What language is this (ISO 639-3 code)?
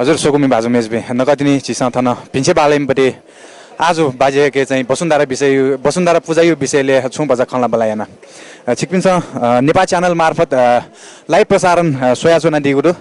new